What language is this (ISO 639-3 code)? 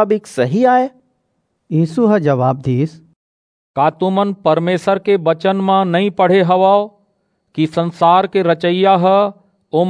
hne